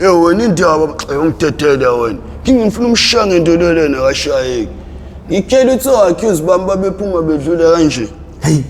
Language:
Zulu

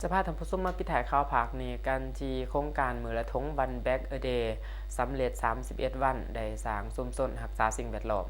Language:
Lao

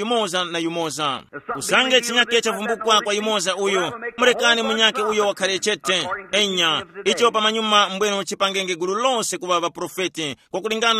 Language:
Tumbuka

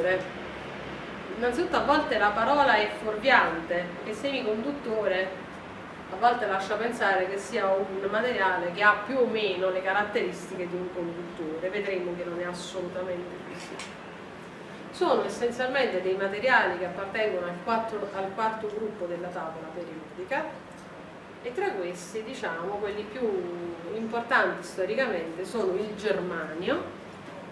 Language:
Italian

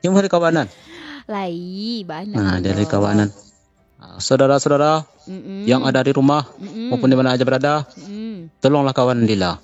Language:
Minangkabau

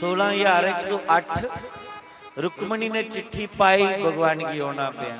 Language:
Dogri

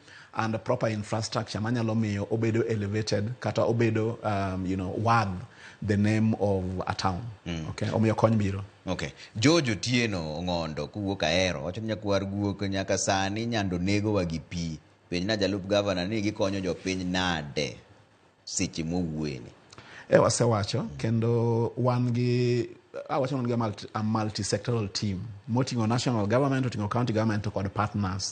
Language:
Luo (Kenya and Tanzania)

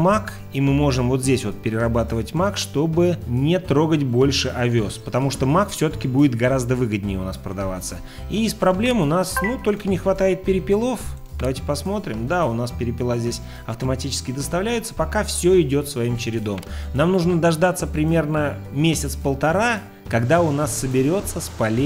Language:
Russian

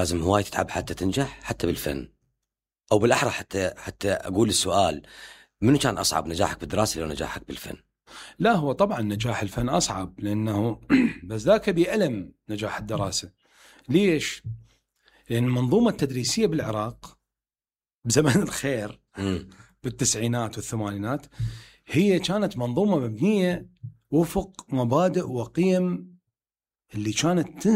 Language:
Mesopotamian Arabic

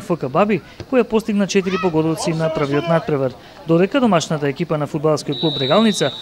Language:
Macedonian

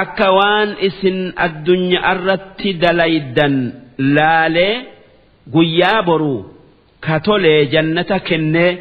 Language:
Oromo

